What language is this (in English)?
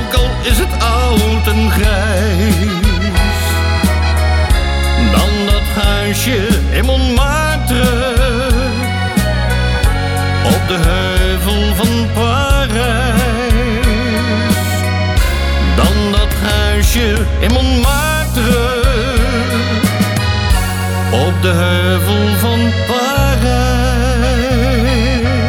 Dutch